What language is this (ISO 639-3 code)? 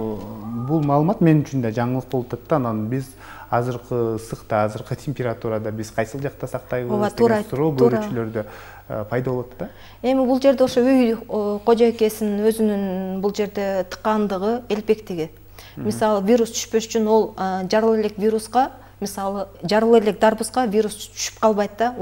kir